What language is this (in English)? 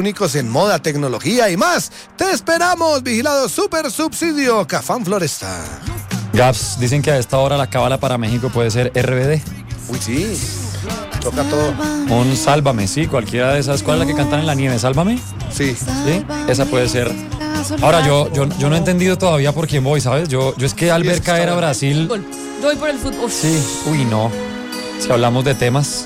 Spanish